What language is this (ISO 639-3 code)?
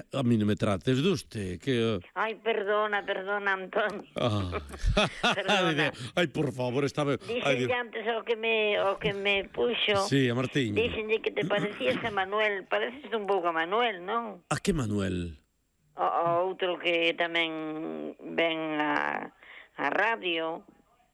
glg